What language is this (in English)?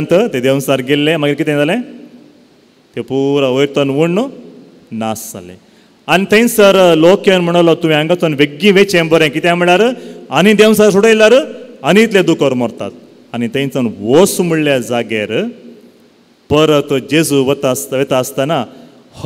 Konkani